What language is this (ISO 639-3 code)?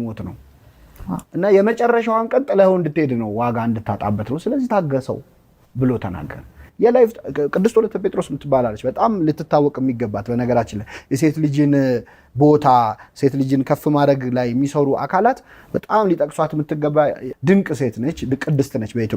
amh